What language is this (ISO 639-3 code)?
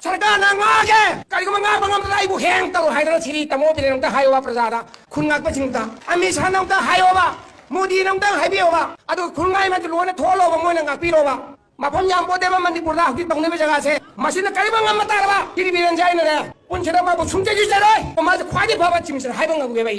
mni